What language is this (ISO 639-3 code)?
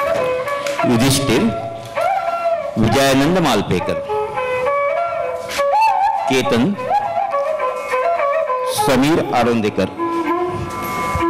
mar